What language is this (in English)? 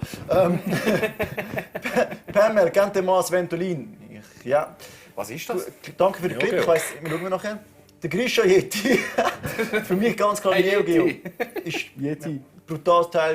Swiss German